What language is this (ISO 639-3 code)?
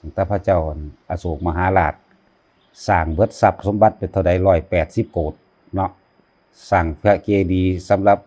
tts